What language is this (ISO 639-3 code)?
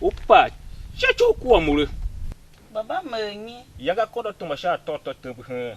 tiv